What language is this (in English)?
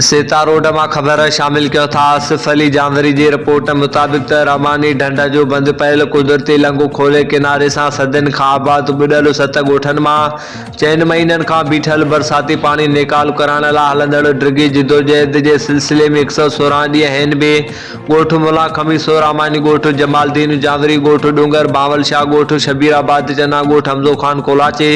Sindhi